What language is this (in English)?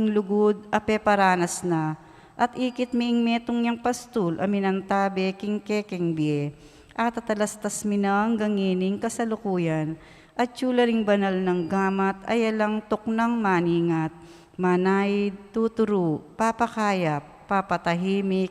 Pampanga